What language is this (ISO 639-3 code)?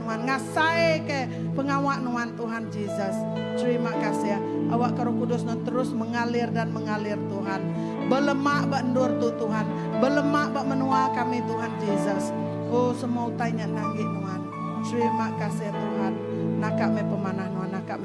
iba